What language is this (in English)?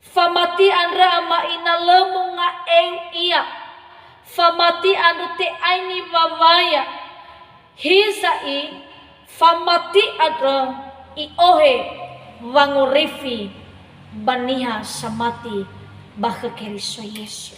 Nias